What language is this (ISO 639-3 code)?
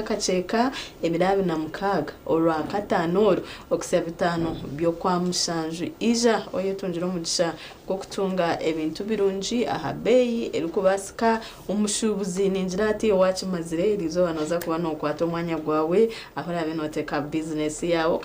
nyn